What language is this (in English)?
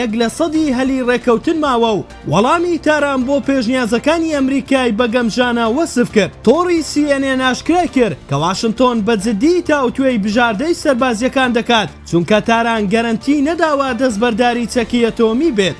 Central Kurdish